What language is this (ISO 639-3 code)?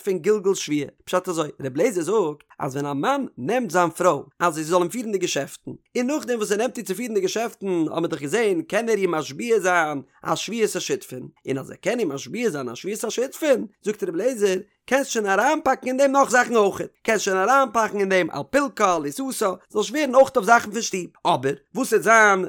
yid